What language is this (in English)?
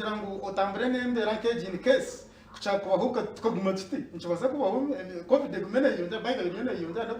Nyankole